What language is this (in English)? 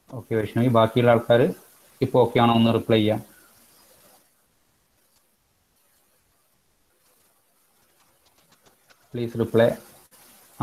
Malayalam